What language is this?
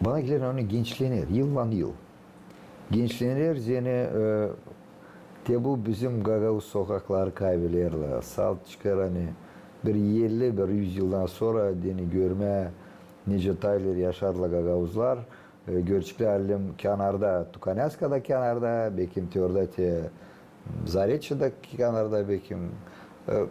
Gagauz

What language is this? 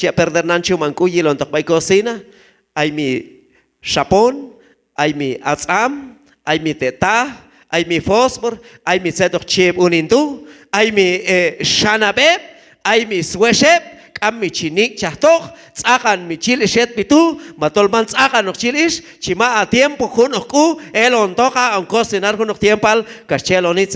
Q'anjob'al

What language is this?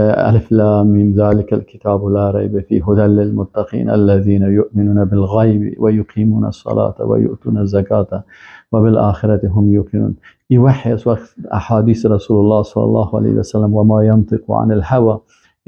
Persian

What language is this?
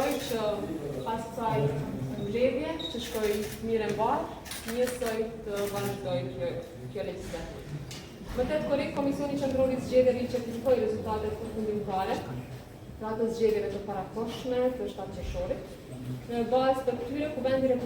Albanian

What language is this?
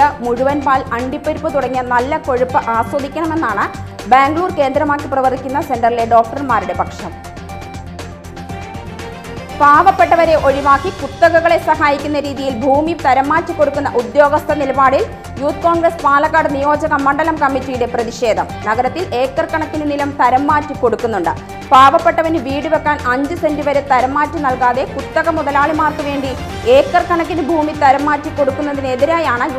Malayalam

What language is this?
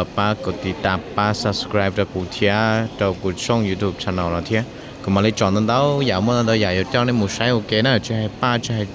Hmong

